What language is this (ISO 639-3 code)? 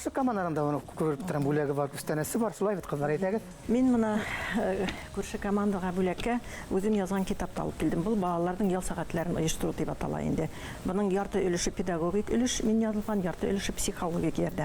bak